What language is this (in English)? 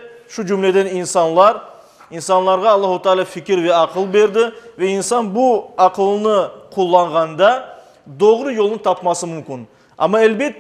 Crimean Tatar